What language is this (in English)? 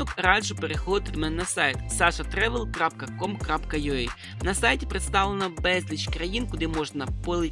Ukrainian